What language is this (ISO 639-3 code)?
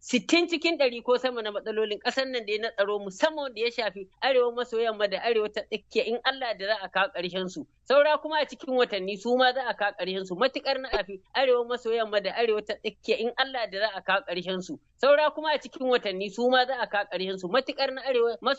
hau